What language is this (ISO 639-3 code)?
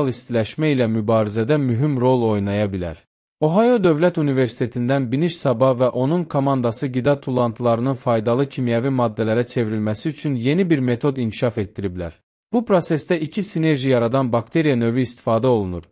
aze